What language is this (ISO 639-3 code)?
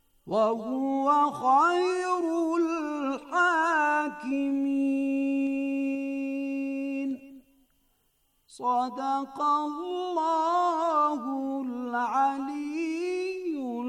bos